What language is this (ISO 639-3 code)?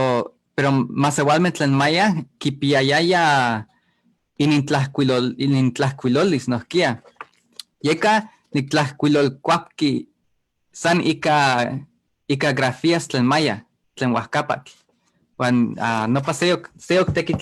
nhe